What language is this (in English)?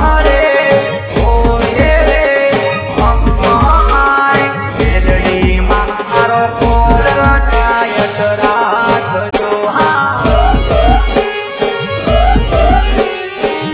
Gujarati